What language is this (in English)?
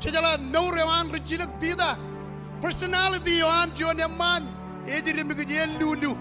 Marshallese